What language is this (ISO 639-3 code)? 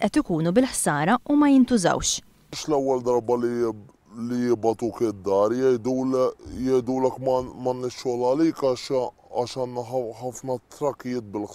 mlt